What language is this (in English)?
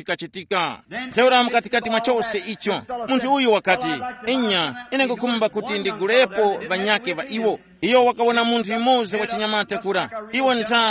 Tumbuka